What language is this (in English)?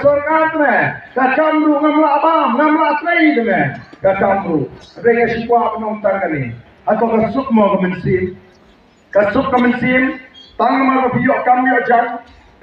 Khasi